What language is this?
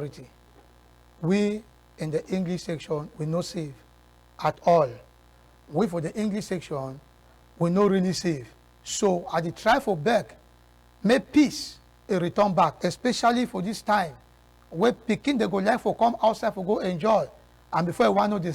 Cameroon Pidgin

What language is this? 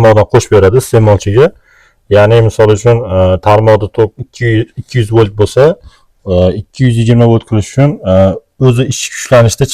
Uzbek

